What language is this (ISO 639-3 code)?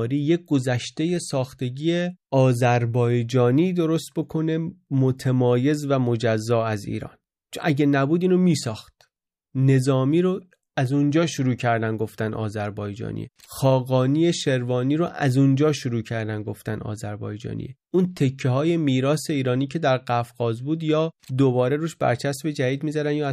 fas